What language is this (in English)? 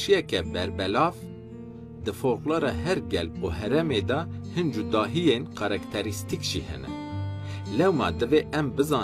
Kurdish